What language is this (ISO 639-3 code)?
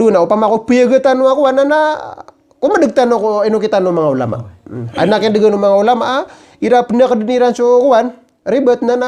mrw